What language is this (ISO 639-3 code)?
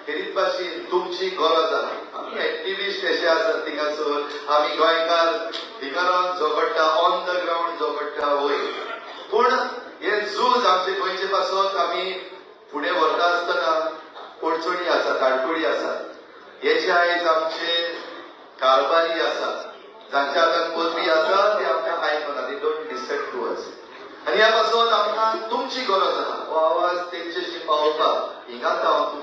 kok